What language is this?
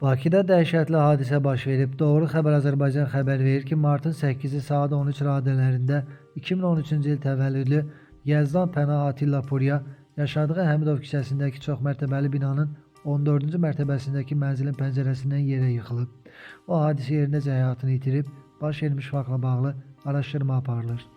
Azerbaijani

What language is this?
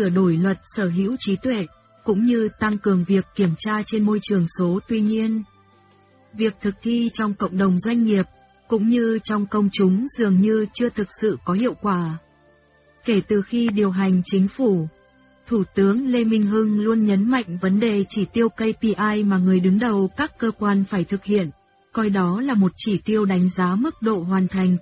Vietnamese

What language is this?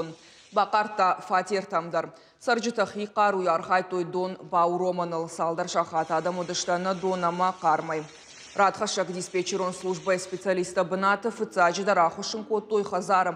Ossetic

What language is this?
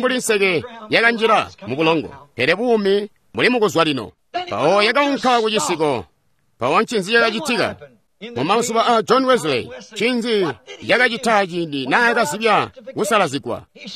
Tonga (Zambia)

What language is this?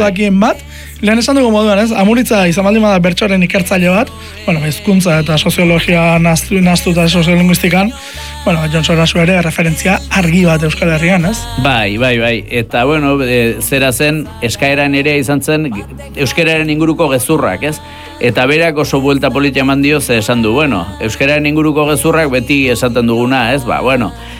Basque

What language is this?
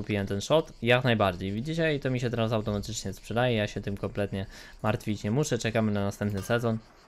Polish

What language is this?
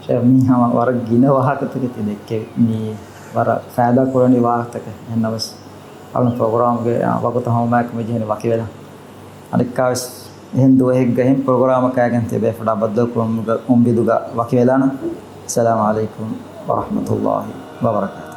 Divehi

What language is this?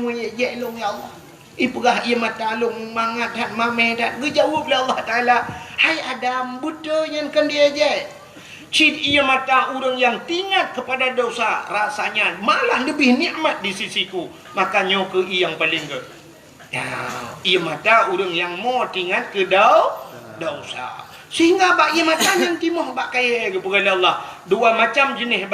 Achinese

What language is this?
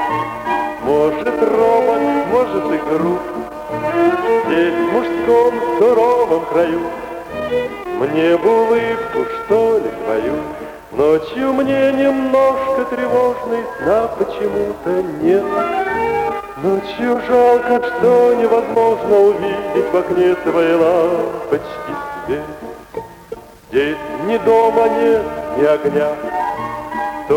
Russian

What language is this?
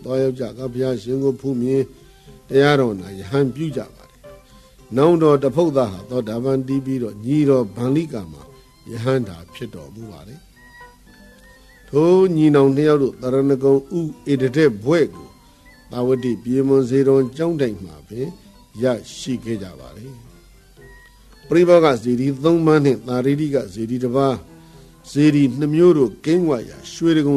Burmese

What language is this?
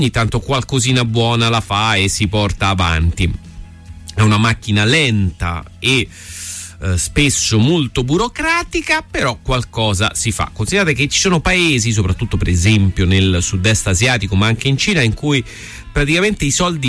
Italian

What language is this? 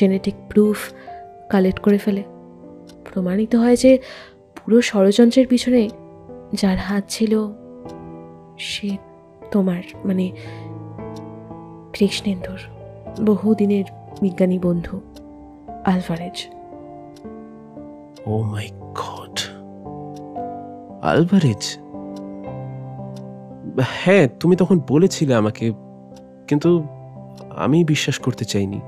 Bangla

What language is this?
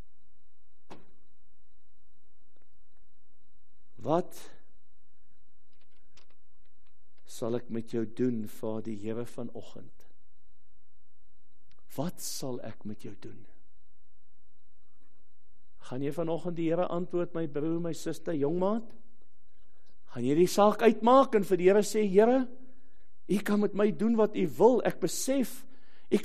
Afrikaans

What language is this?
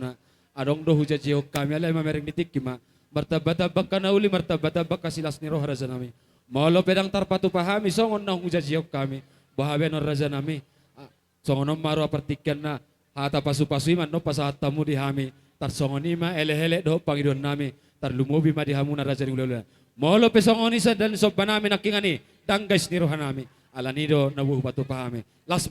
Batak Toba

